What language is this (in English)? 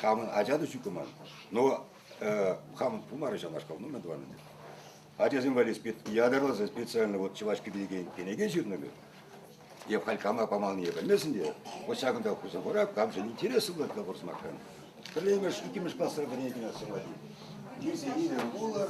Chuvash